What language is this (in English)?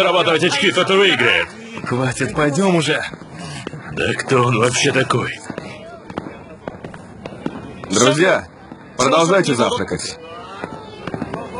Russian